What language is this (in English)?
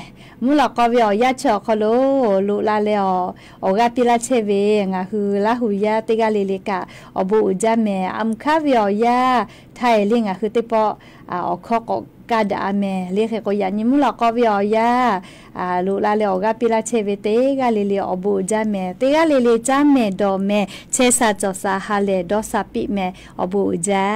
Lahu